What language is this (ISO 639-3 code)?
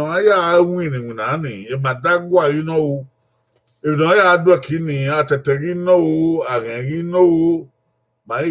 bin